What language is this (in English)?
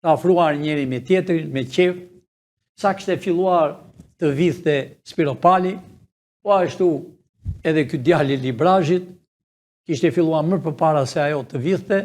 Albanian